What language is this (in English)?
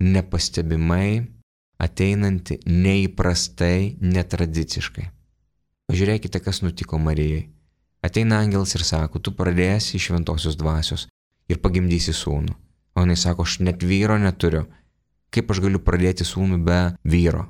Lithuanian